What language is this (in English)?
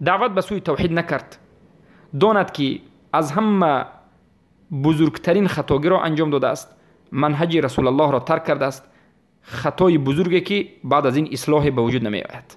Tajik